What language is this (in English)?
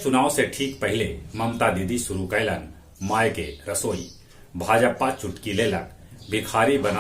Magahi